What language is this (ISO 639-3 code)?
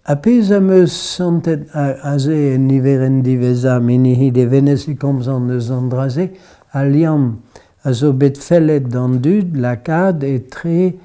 bre